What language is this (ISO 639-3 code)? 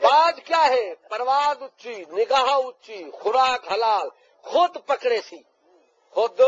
skr